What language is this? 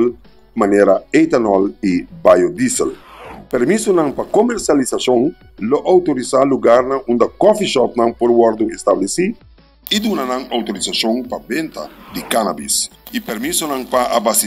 Papiamento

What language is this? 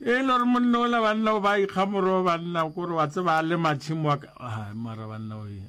Northern Sotho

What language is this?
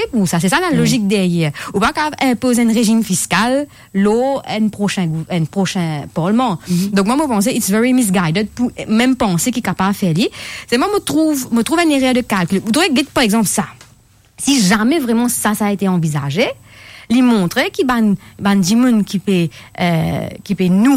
French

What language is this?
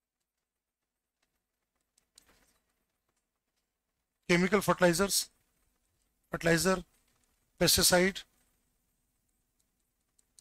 Hindi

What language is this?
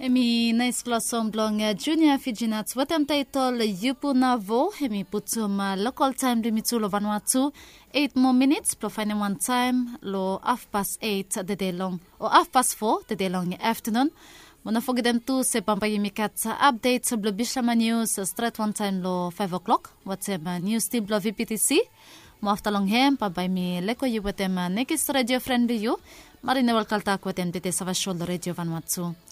Bislama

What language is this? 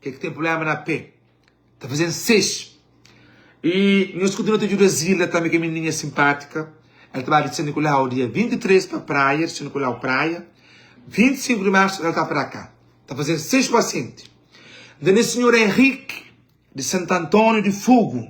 Kabuverdianu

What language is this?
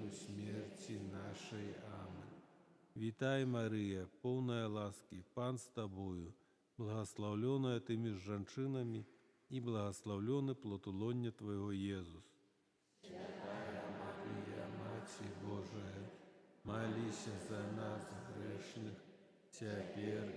Belarusian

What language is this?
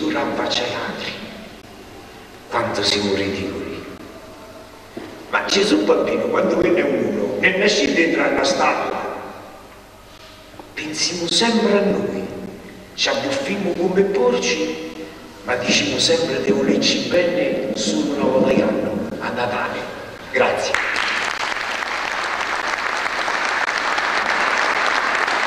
Italian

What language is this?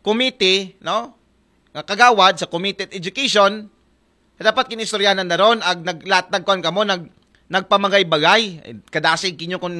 Aklanon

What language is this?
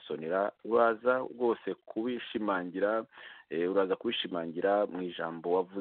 Kinyarwanda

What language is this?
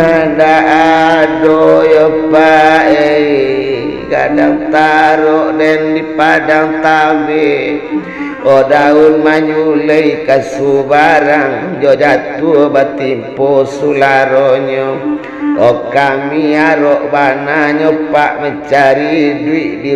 Minangkabau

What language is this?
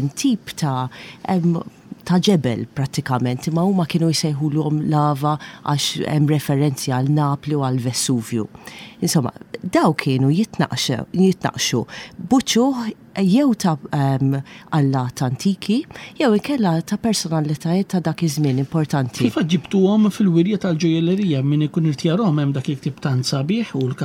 Maltese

